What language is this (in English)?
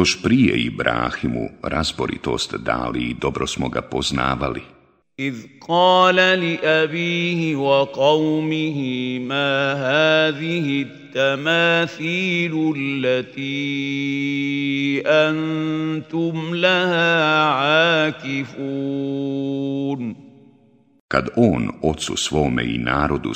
Bosnian